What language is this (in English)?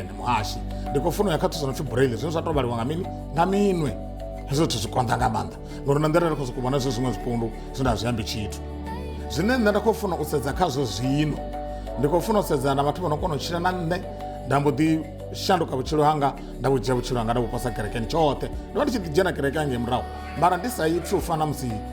Venda